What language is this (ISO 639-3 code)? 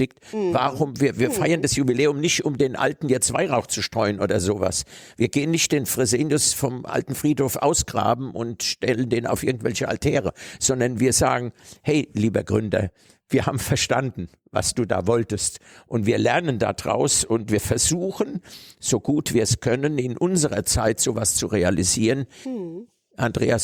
deu